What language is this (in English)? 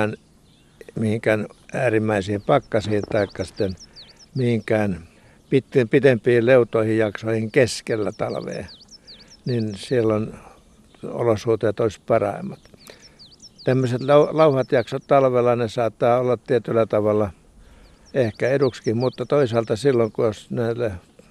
Finnish